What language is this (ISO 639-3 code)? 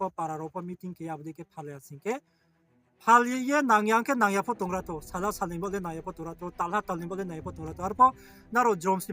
ria